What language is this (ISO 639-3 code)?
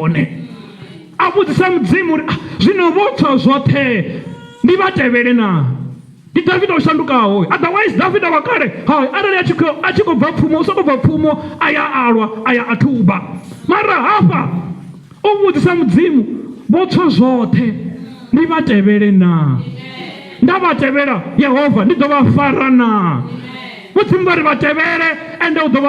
ven